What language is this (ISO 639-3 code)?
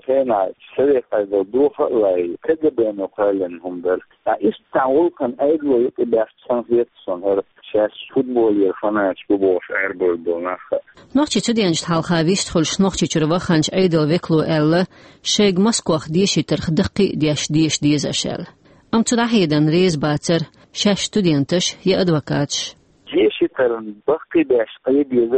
che